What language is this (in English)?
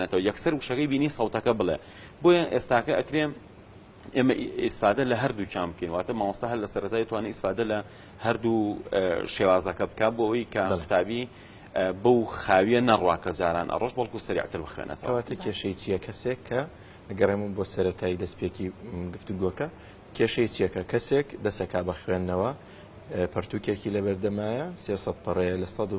Central Kurdish